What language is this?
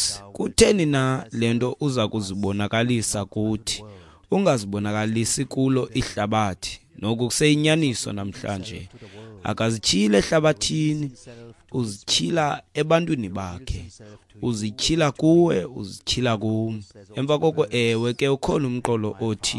Xhosa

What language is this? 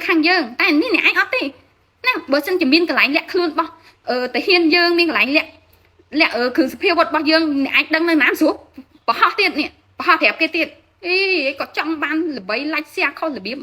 Khmer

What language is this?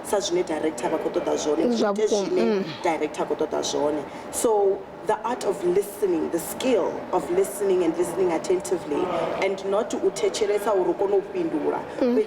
Venda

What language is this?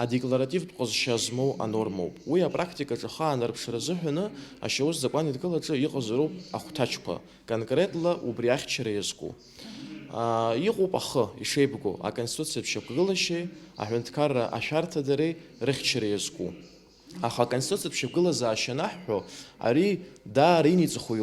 Abkhazian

